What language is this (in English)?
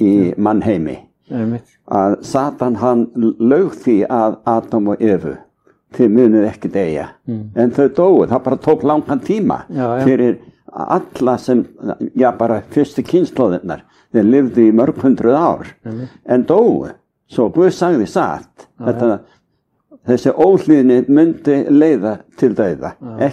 Icelandic